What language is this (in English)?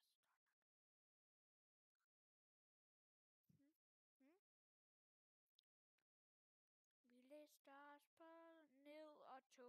Danish